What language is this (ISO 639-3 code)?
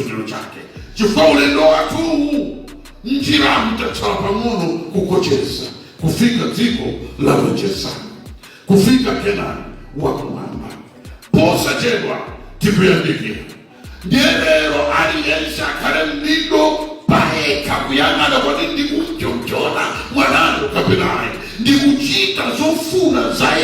nya